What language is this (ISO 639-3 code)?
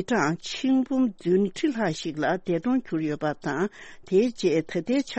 bod